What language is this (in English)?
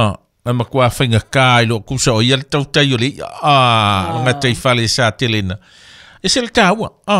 Samoan